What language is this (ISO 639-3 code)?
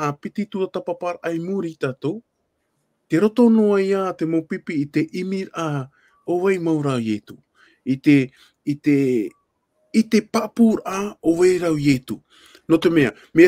tah